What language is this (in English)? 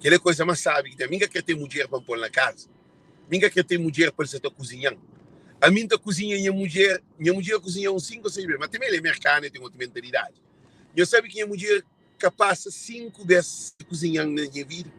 Kabuverdianu